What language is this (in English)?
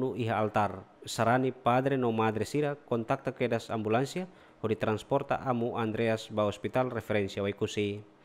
Tetum